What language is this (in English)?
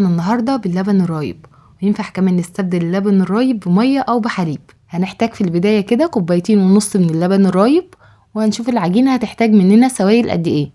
Egyptian Arabic